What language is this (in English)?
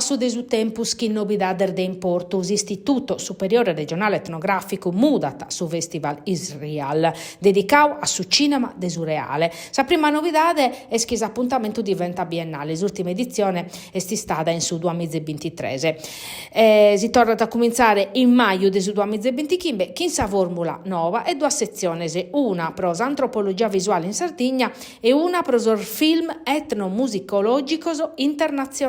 Sardinian